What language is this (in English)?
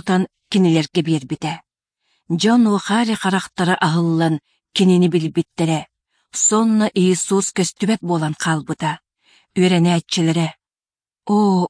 Yakut